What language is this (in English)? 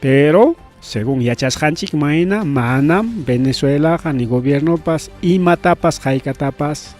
Ayacucho Quechua